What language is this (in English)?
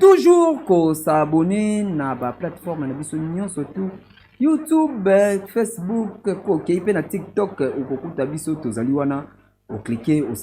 Lingala